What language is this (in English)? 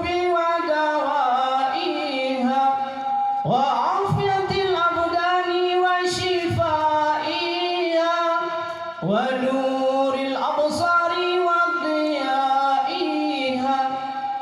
Achinese